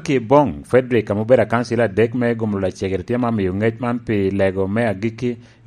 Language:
Lango (Uganda)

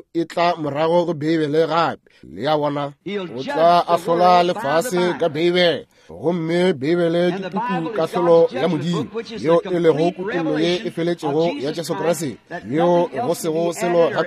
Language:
Northern Sotho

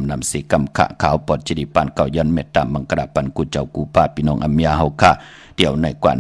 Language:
Shan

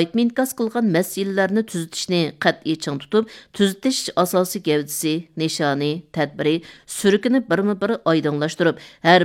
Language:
Uyghur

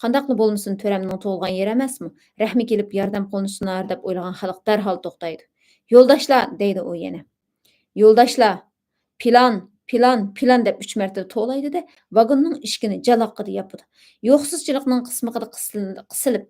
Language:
Uyghur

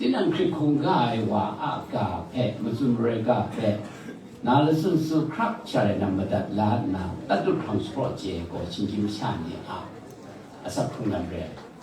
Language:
Kachin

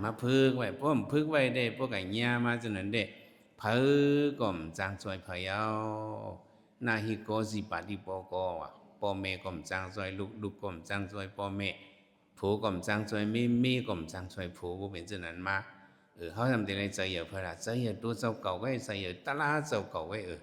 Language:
Shan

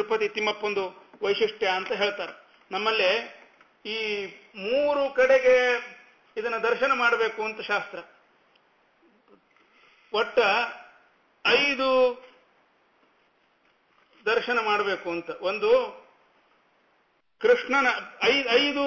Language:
Kannada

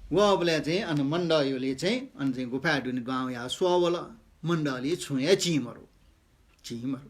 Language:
Newari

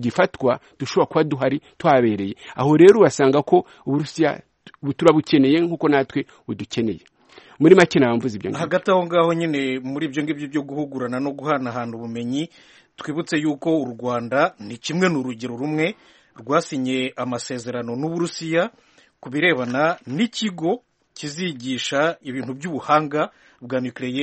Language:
Kinyarwanda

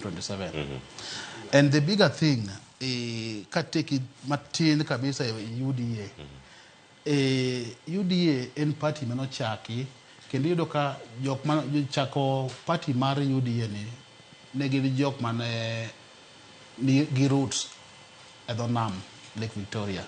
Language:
Luo (Kenya and Tanzania)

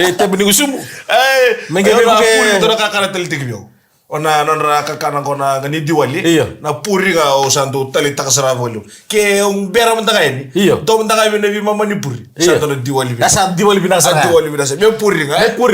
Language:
Fijian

